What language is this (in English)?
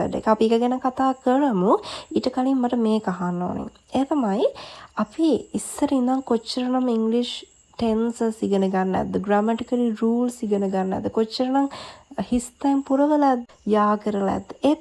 Sinhala